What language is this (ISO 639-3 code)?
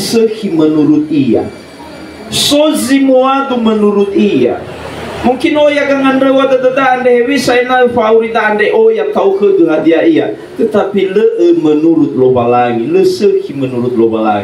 nia